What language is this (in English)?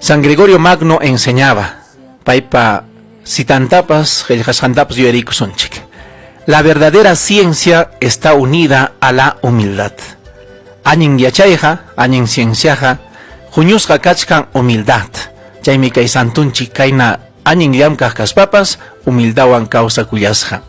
Ayacucho Quechua